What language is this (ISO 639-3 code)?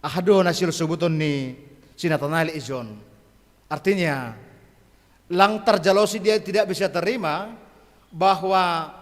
bts